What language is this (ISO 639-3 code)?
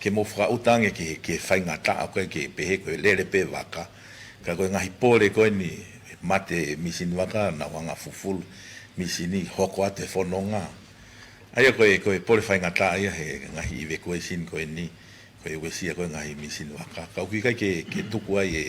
ton